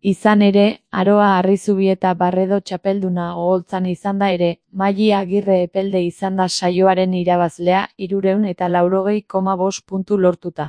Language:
Basque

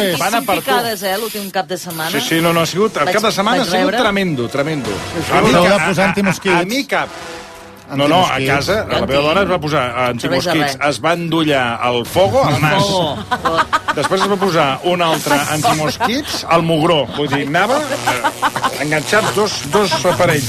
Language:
Catalan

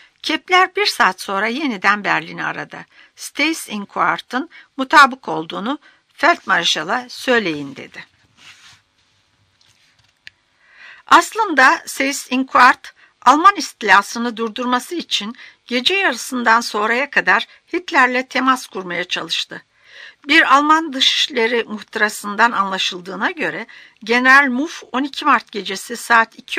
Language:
Turkish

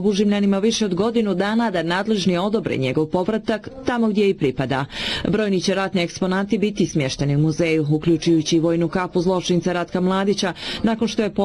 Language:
Bosnian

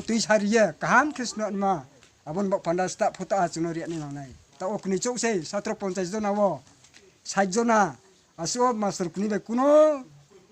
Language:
Kok Borok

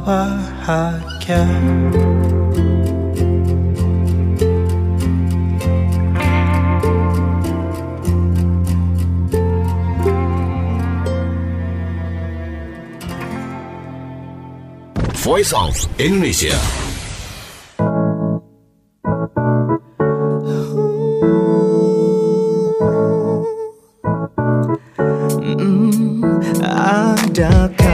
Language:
Indonesian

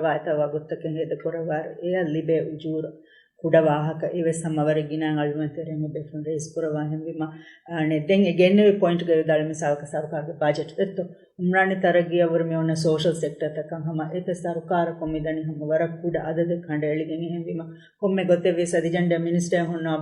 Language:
Divehi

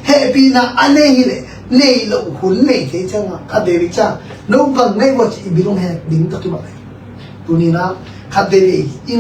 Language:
Tedim Chin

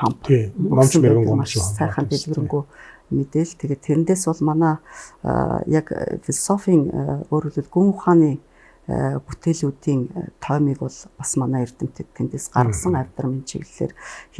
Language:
Mongolian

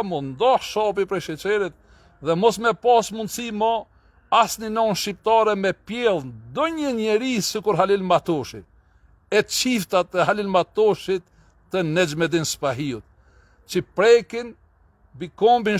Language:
Albanian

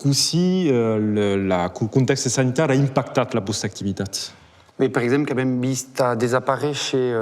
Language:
Occitan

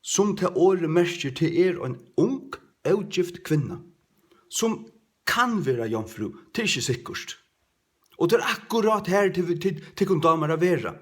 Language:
Faroese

